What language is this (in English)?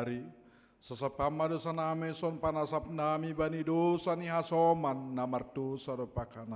Batak Simalungun